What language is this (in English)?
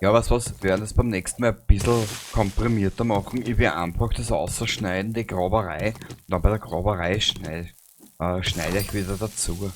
Bavarian